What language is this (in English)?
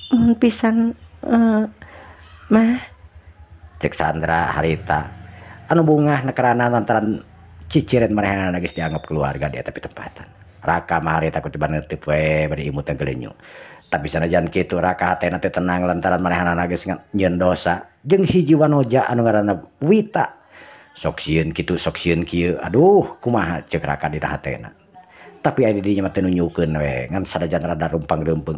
Sundanese